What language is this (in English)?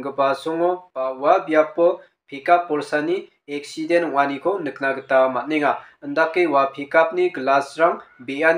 Garo